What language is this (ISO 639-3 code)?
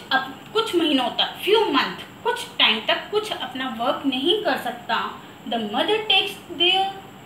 hin